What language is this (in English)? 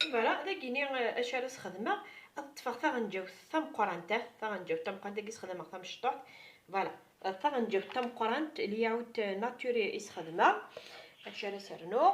Kabyle